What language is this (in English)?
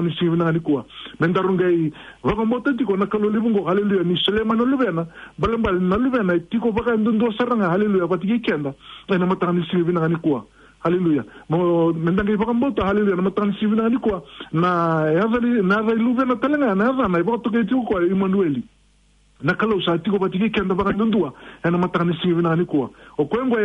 Fijian